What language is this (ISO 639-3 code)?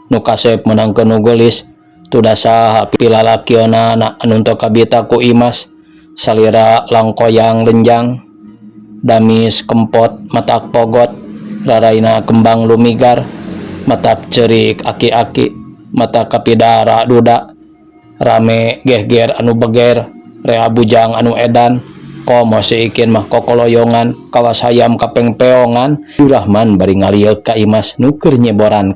sun